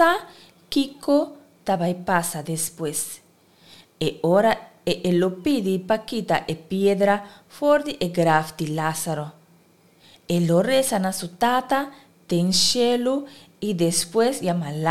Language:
Papiamento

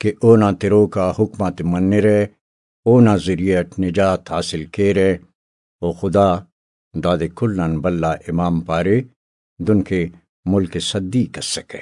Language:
Brahui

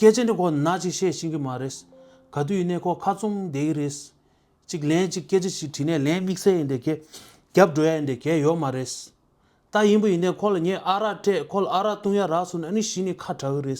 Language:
Tibetan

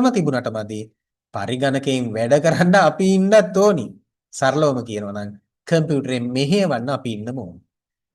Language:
Sinhala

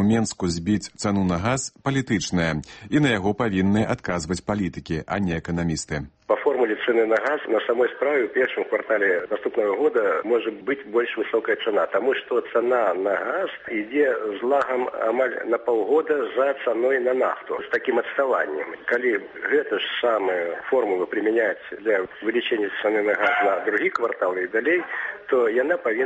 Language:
Belarusian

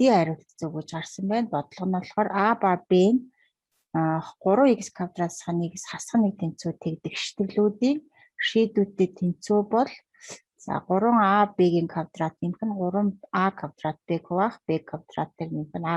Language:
Mongolian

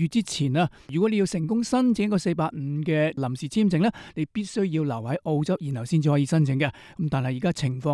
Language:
Cantonese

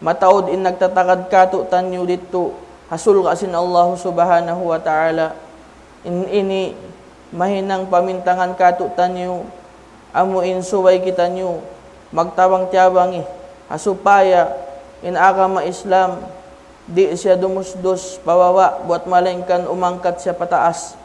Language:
Tausug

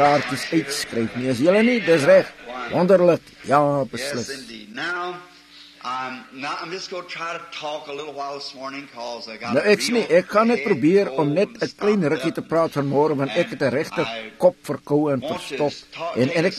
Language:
Afrikaans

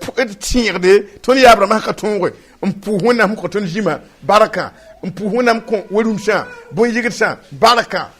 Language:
Mossi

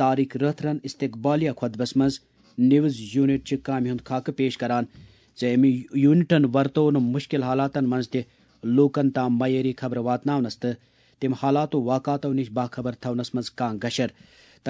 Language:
Kashmiri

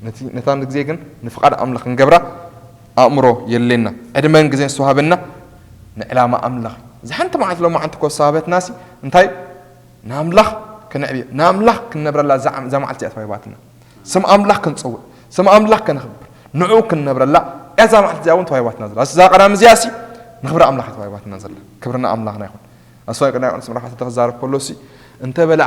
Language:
Tigrinya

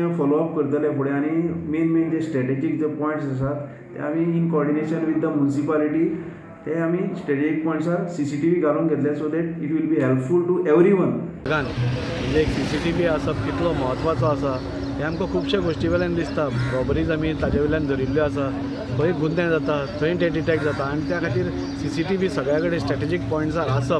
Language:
Konkani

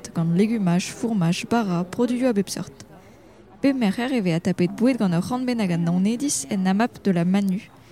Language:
Breton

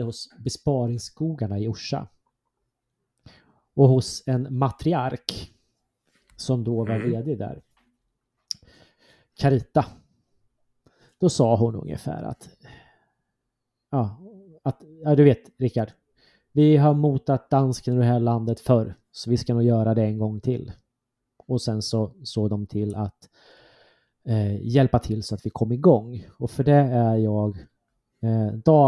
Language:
Swedish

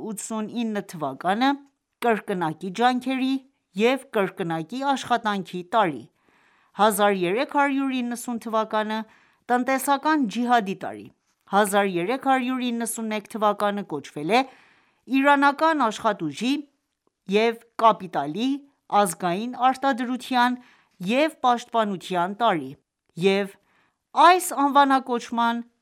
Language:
Armenian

